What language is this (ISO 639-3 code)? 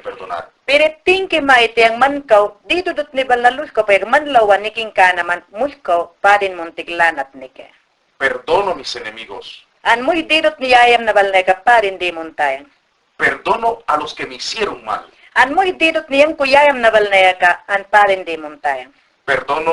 yan